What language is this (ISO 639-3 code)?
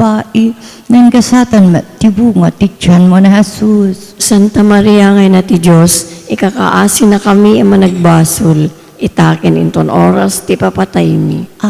ilo